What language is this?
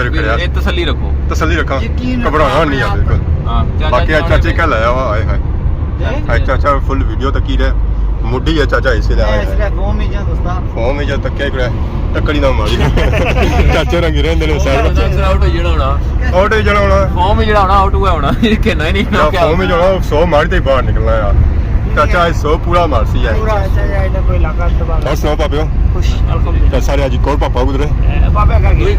Pahari-Potwari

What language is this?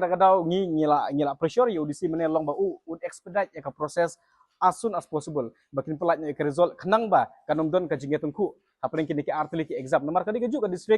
Khasi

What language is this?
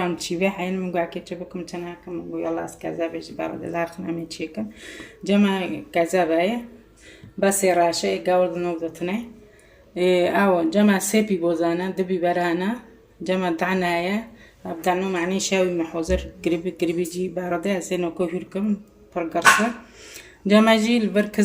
Kurdish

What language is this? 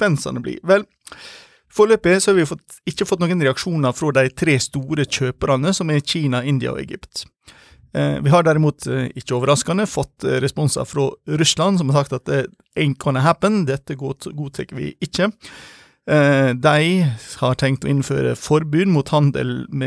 Norwegian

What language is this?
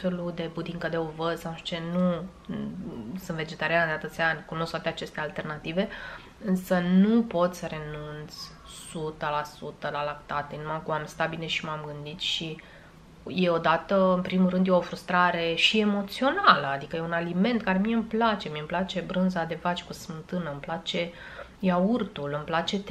Romanian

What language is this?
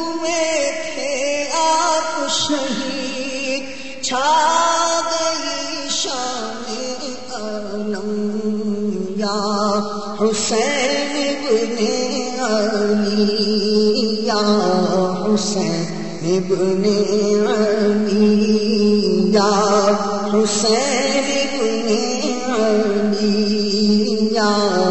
Urdu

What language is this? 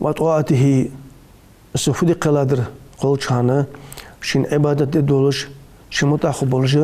Ingush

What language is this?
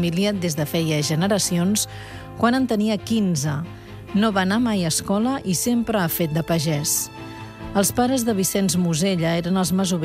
Catalan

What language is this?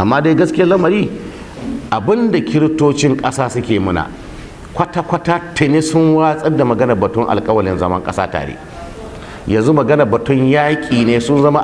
Hausa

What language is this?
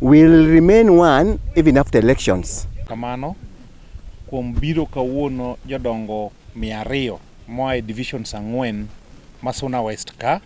Luo (Kenya and Tanzania)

